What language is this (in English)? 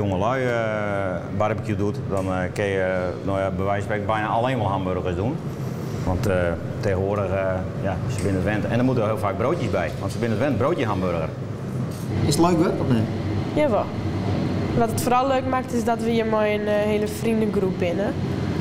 Western Frisian